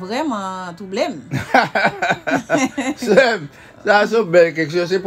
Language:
Haitian Creole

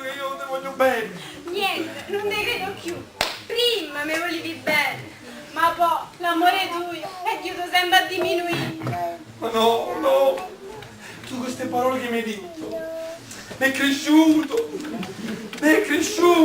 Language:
Neapolitan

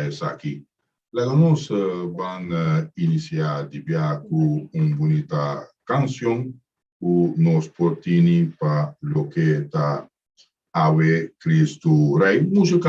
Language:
Papiamento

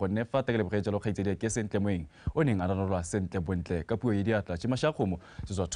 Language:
Tswana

